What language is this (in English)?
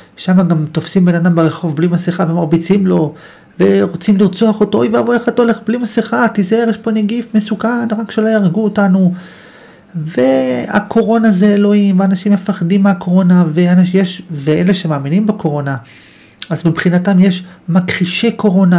Hebrew